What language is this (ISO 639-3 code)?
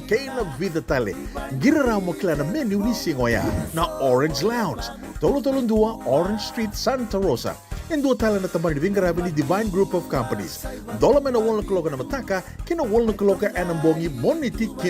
fij